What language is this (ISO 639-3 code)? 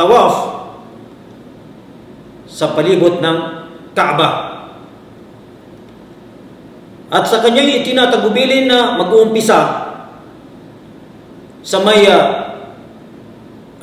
fil